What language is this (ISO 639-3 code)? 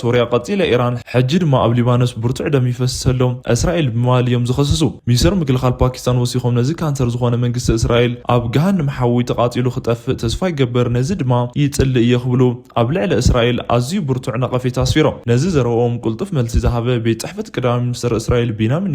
tir